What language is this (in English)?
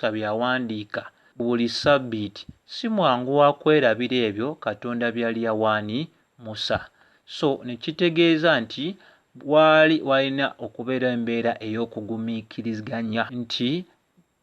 Ganda